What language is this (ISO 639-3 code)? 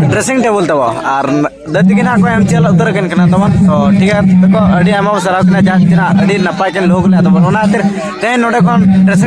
sat